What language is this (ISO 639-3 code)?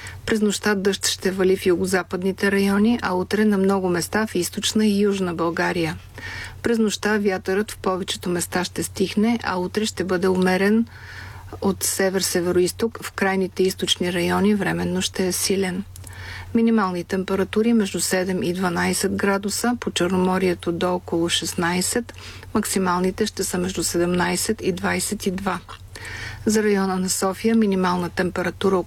bul